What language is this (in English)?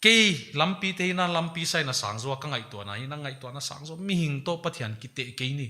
Paite Chin